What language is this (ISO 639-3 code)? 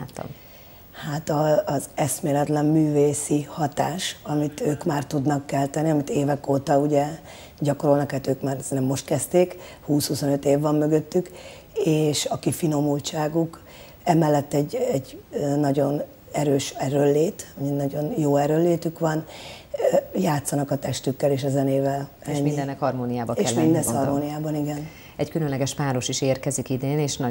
hun